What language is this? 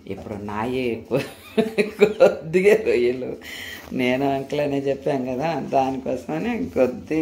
Telugu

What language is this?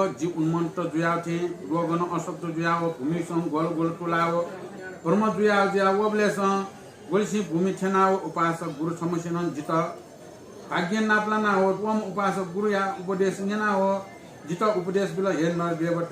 Newari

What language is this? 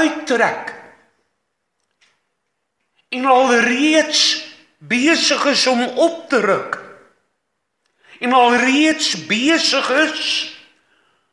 Afrikaans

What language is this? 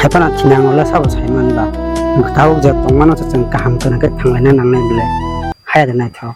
Kok Borok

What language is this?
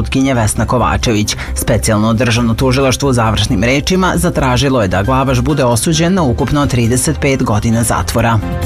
Serbian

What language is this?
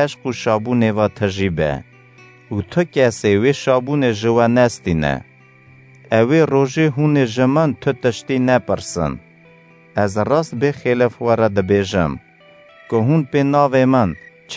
Kurdish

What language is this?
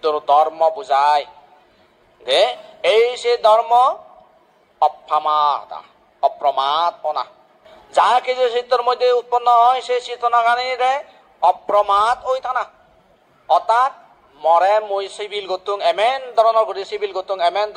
Chakma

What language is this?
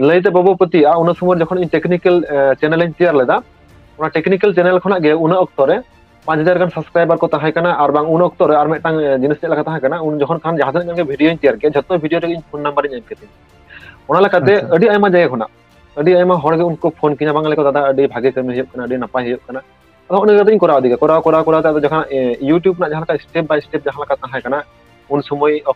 Santali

